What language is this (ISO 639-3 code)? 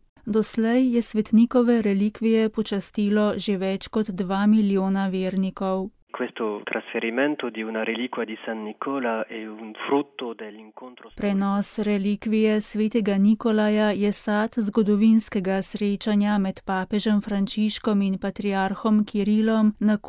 slv